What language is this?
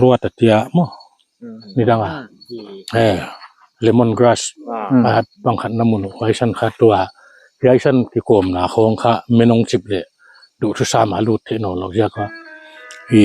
Paite Chin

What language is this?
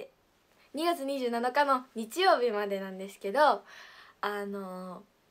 Japanese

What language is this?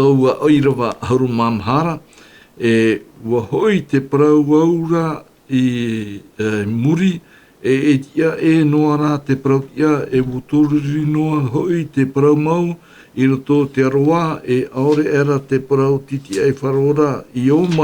Tahitian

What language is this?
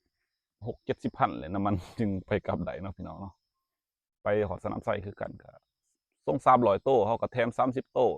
Lao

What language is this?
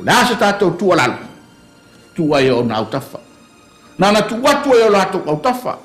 Samoan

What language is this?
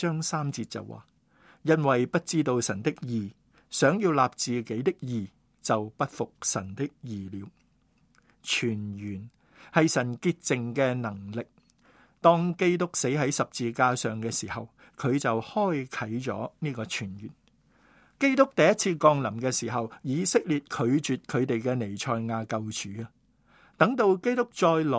Cantonese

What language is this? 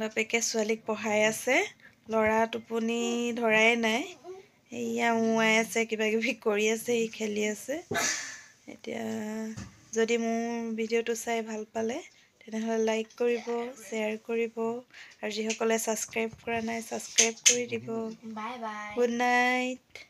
Assamese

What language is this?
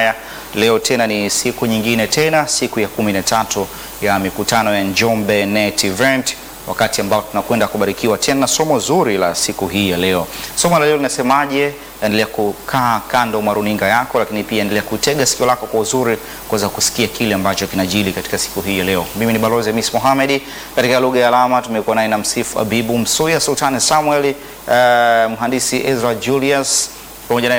Swahili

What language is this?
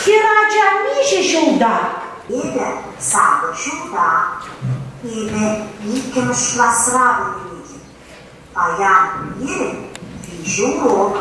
Chuvash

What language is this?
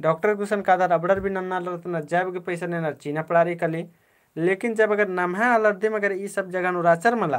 Kurukh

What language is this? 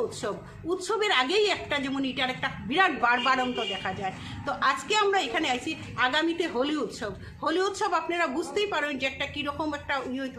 Bangla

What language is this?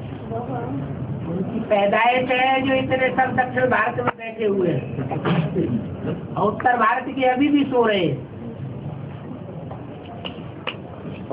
Hindi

